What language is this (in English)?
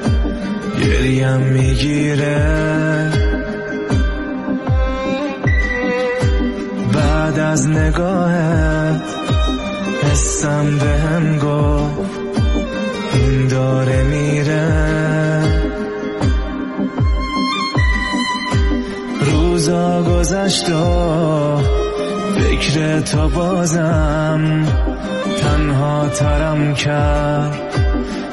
Persian